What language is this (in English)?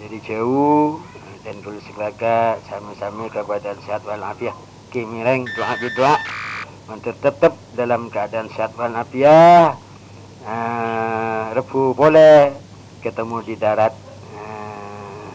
Madurese